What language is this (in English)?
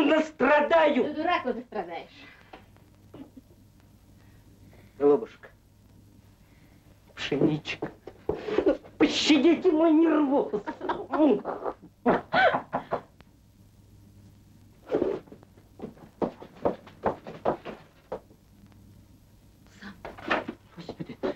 Russian